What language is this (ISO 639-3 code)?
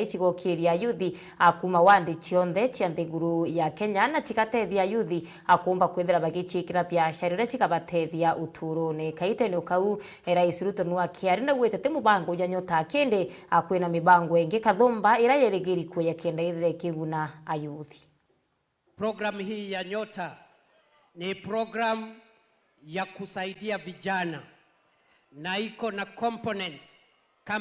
mer